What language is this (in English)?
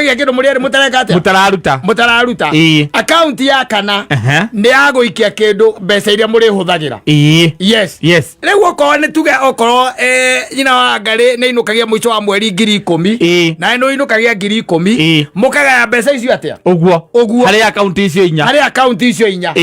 Kikuyu